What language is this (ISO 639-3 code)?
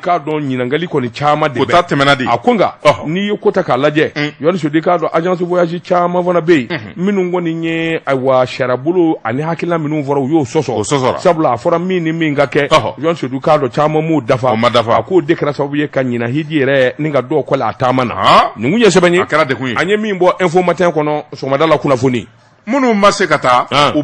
bam